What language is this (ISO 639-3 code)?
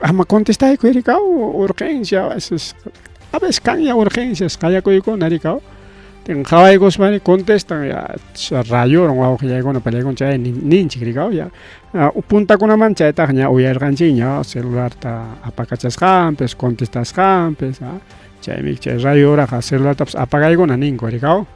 quy